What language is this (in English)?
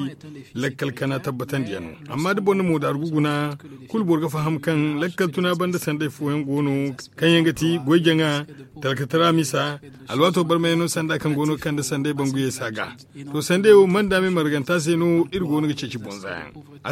Zarma